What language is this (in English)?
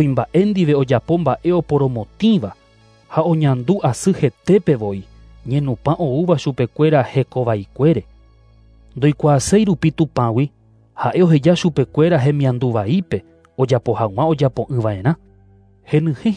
Guarani